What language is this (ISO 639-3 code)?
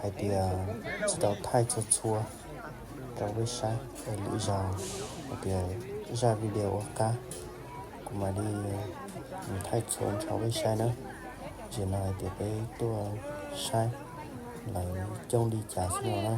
hmn